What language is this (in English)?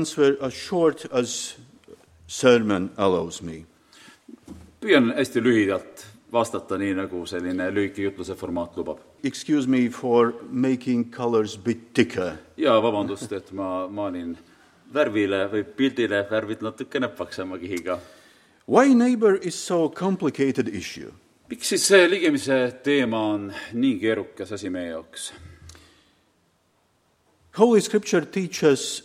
Estonian